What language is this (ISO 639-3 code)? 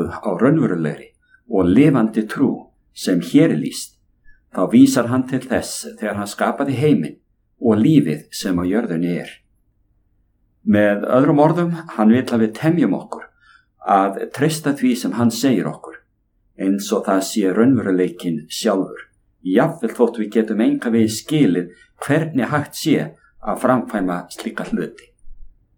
isl